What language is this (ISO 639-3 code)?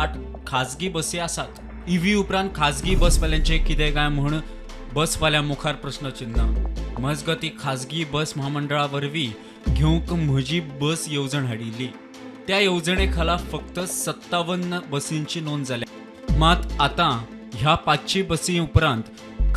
kok